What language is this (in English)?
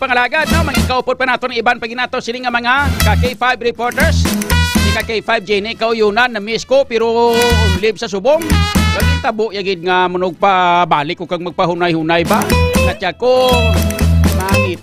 Hiligaynon